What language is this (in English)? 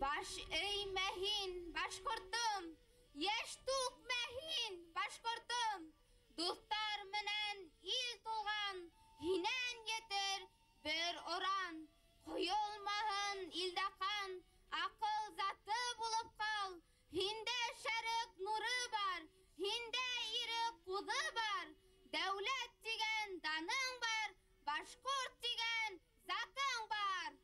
Bashkir